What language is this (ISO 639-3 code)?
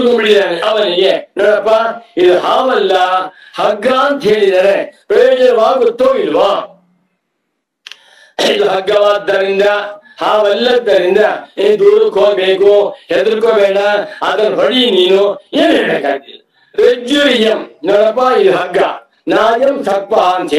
kan